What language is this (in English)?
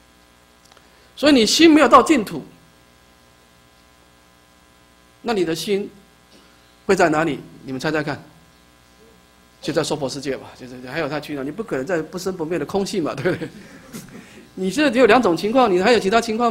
Chinese